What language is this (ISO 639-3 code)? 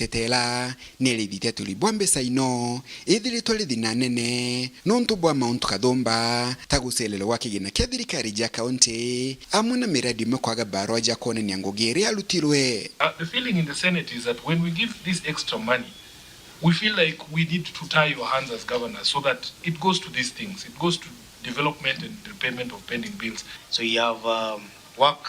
mer